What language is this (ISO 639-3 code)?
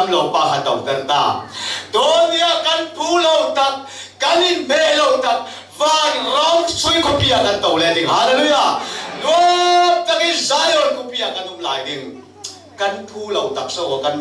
cfm